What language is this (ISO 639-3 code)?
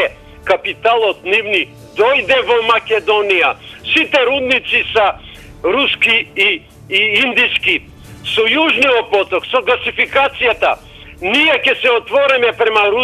mkd